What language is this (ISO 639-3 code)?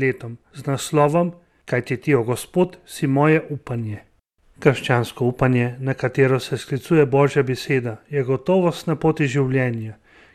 slv